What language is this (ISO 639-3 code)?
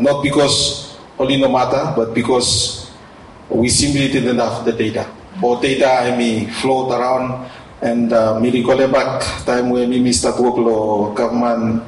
bis